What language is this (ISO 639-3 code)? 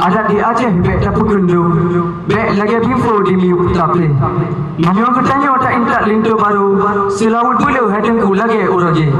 ace